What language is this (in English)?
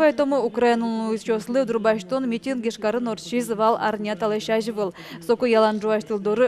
Udmurt